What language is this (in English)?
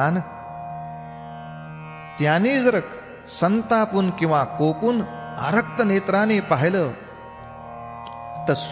Marathi